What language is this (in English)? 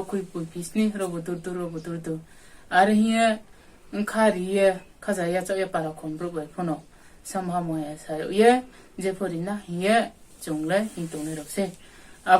Riang (India)